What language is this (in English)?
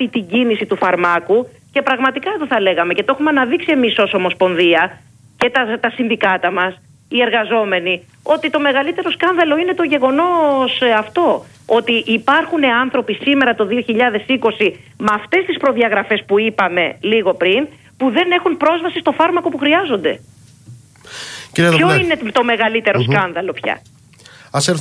Greek